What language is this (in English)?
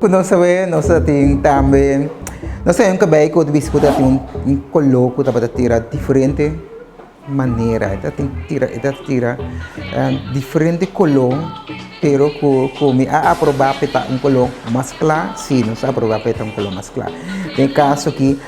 Papiamento